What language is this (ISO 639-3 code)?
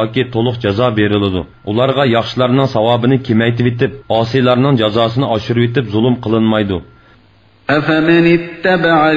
uig